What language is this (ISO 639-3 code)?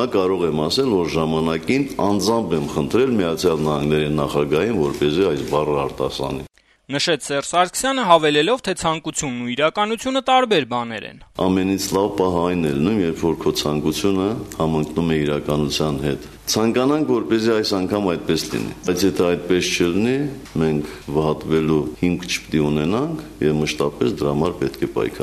hye